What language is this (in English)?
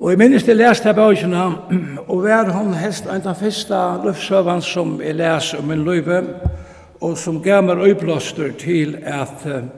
Faroese